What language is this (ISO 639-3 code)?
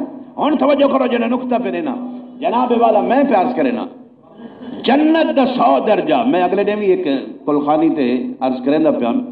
skr